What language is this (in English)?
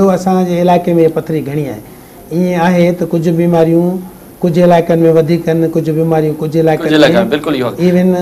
Sindhi